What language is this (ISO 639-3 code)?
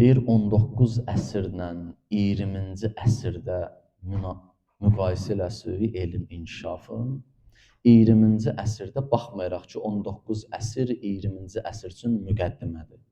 aze